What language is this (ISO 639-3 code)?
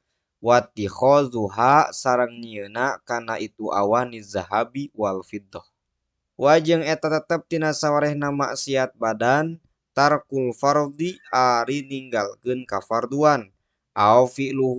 sun